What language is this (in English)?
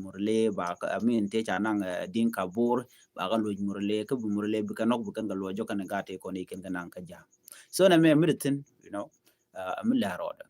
Nuer